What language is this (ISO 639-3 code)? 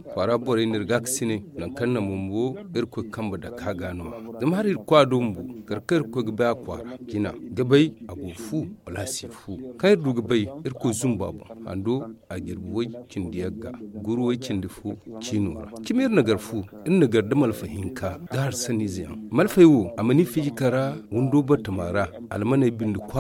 dje